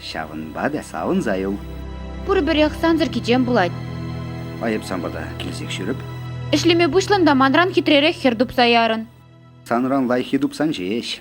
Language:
Chuvash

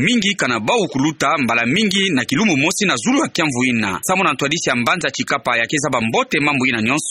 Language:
Kituba (Democratic Republic of Congo)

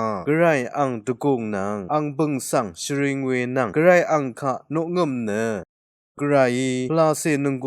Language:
Rawang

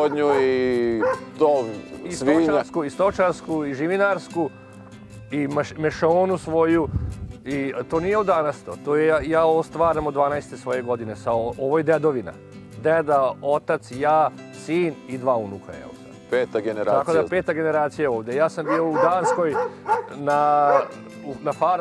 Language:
Serbian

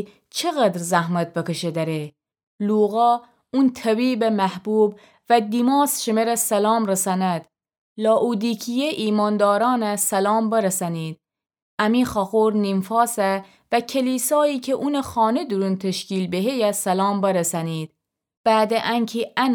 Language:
Gilaki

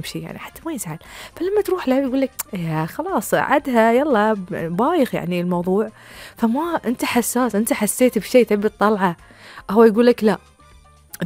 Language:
Gulf Arabic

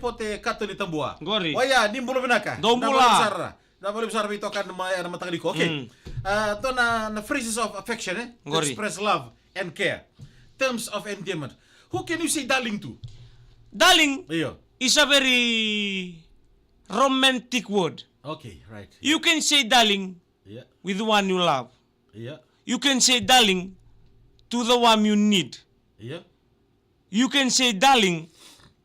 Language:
Fijian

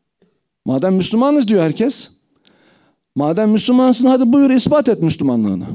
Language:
Turkish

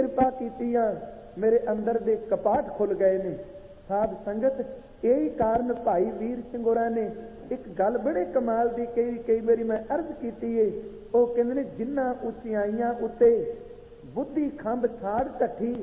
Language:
Punjabi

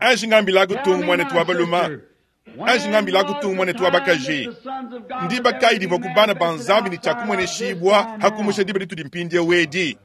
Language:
Luba-Lulua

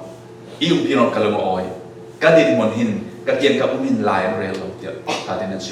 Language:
Falam Chin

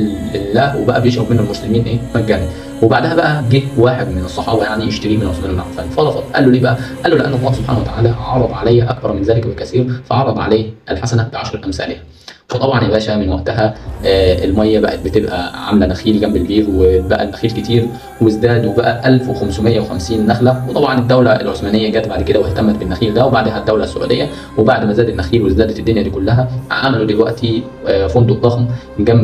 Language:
Egyptian Arabic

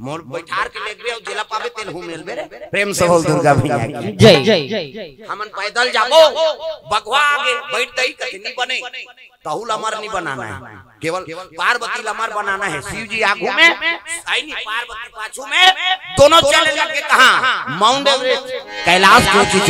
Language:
Chhattisgarhi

